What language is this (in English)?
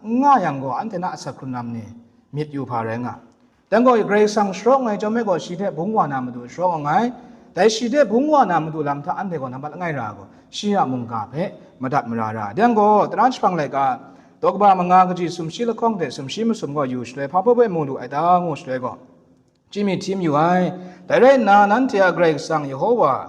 Kachin